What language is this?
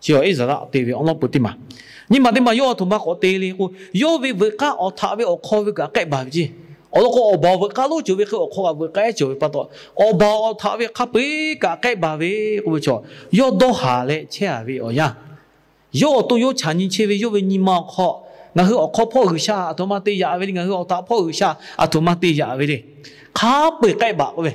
Lahu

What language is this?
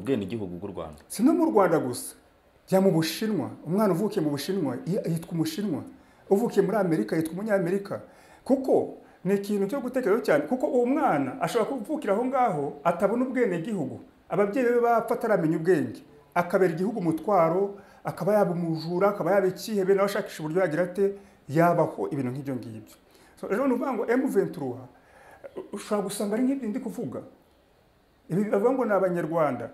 Kinyarwanda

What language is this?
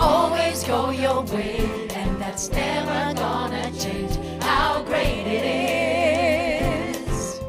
Faroese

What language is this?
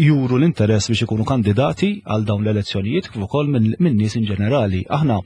Maltese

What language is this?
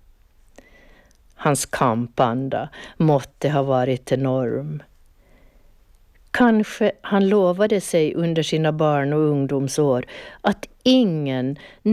Swedish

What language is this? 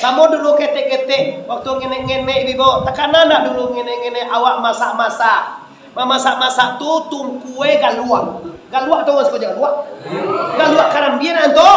Minangkabau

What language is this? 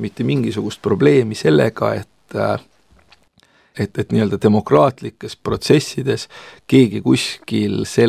Estonian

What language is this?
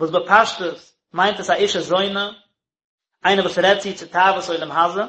Yiddish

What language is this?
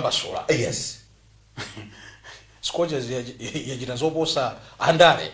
Nyanja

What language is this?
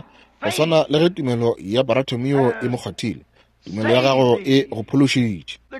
Northern Sotho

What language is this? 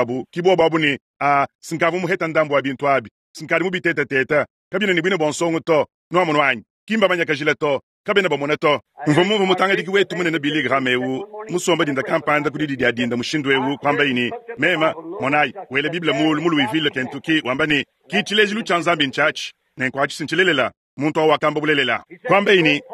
Luba-Lulua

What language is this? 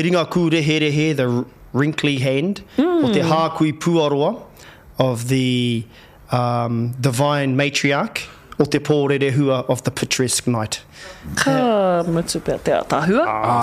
Māori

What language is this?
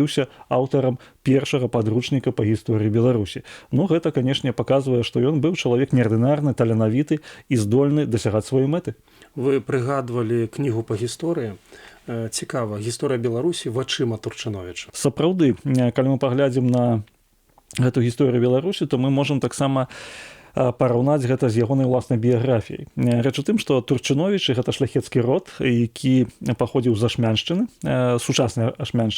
Belarusian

